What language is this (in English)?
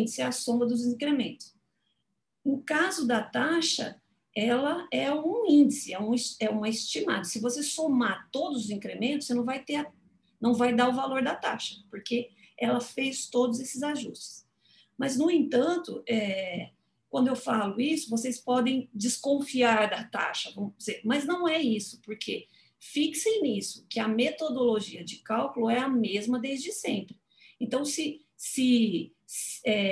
Portuguese